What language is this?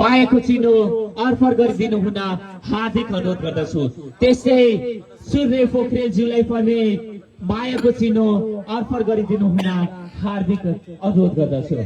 Nepali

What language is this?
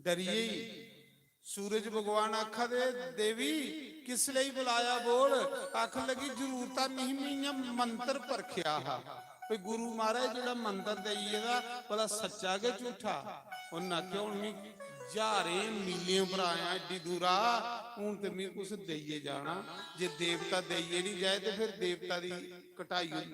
Dogri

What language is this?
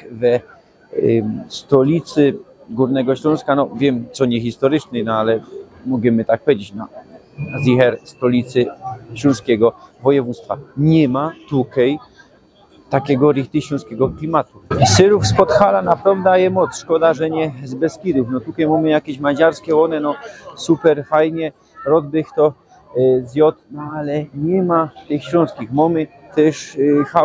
Silesian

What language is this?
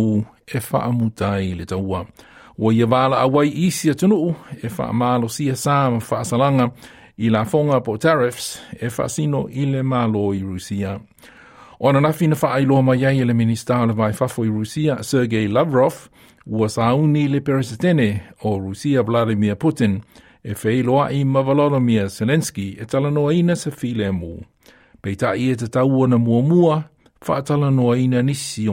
Samoan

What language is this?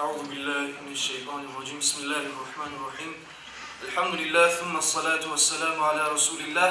Kumyk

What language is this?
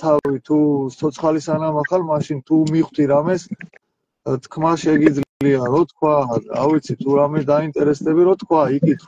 Georgian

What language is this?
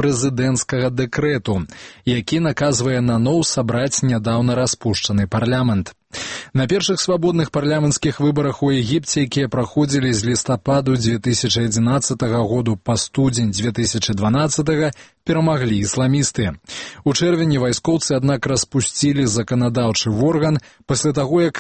Belarusian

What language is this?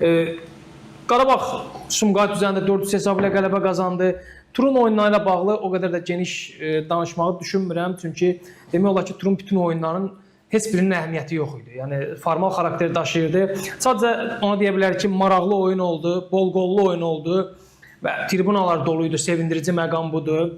Azerbaijani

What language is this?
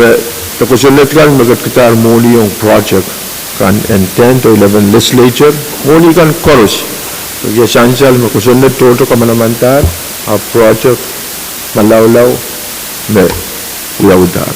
Pohnpeian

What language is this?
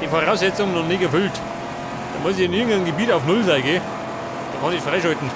Bavarian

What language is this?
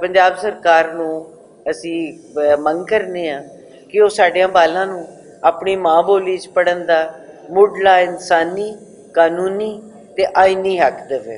Western Panjabi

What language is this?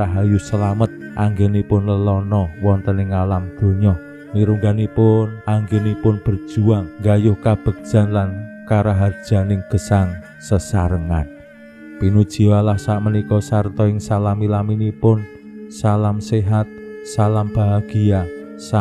Javanese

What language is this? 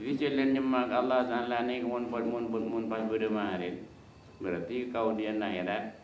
Madurese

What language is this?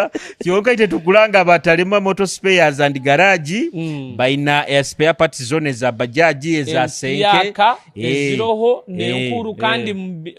Nyoro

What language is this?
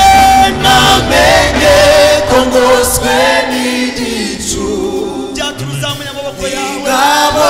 Kinyarwanda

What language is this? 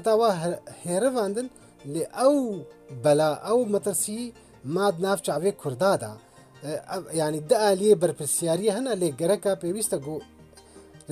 Kurdish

